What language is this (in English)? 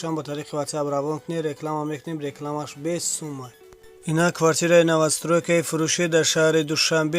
Tajik